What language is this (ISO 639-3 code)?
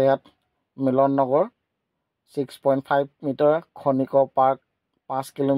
asm